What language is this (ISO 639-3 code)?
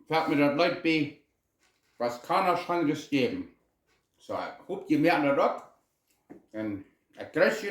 pdt